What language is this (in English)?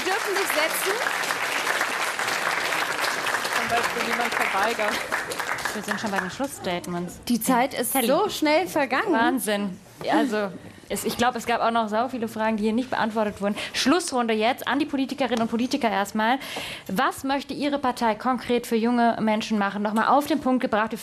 German